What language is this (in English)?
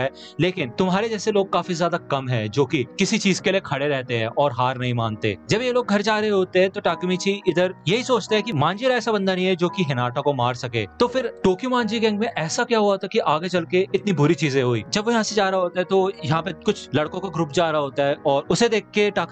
Hindi